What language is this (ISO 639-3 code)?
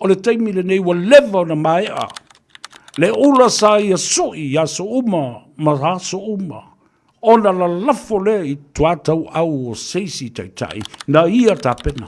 smo